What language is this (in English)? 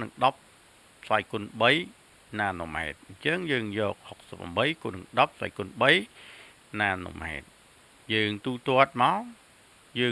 Khmer